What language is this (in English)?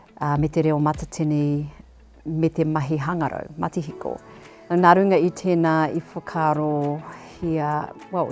Māori